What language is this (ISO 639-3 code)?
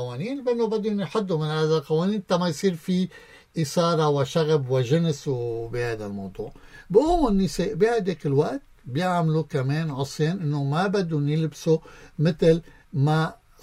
apc